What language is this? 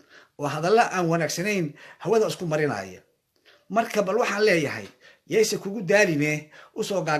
Somali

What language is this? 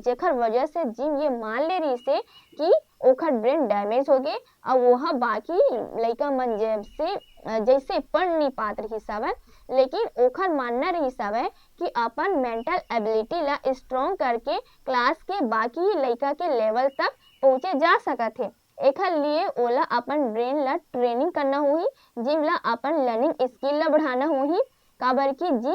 Chhattisgarhi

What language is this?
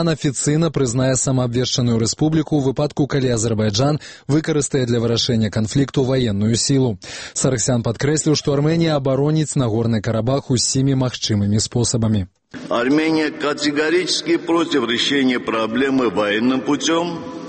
Belarusian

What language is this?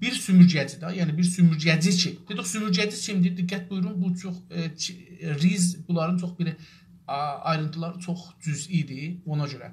South Azerbaijani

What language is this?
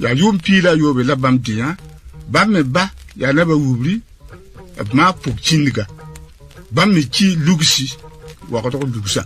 Mossi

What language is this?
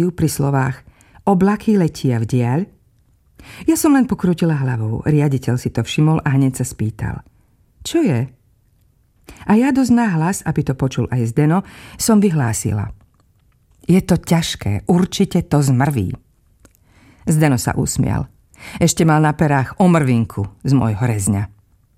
Slovak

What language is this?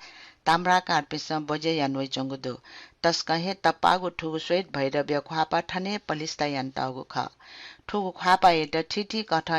Newari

